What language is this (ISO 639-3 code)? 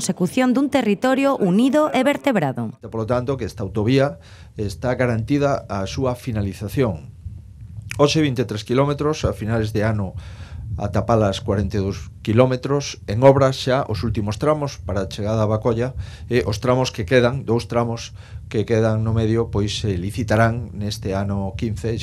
glg